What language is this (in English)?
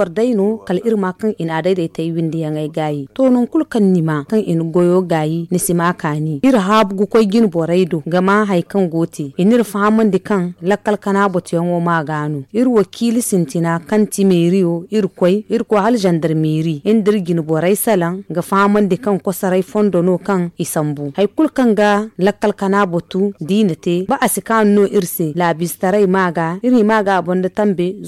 Zarma